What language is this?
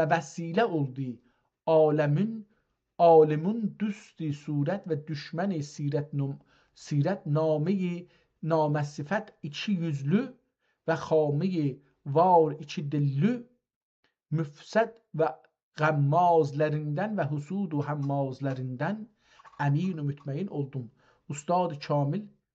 South Azerbaijani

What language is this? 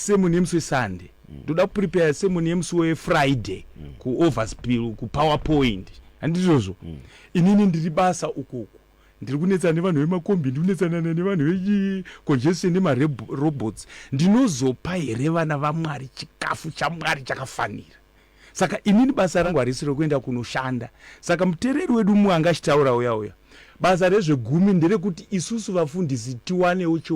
Shona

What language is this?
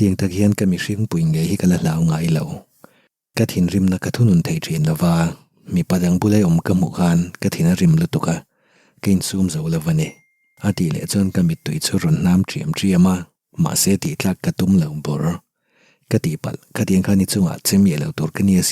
Mizo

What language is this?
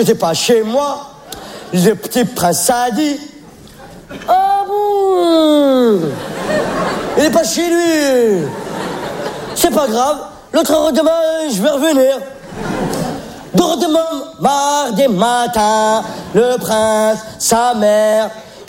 French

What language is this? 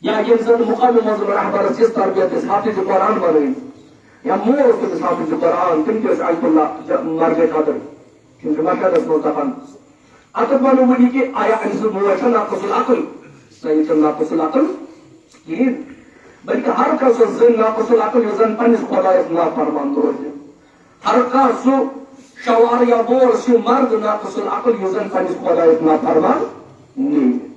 Kashmiri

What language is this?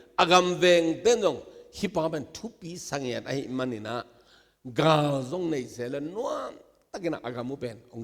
Tedim Chin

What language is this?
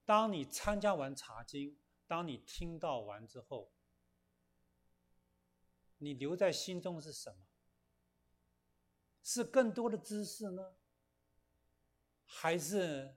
Chinese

